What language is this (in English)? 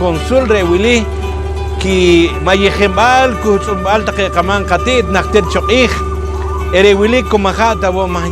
Poqomchi'